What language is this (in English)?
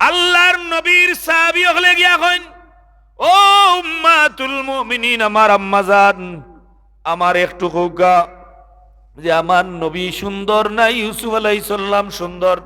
Sylheti